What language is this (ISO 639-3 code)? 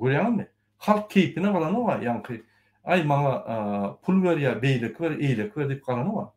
tuk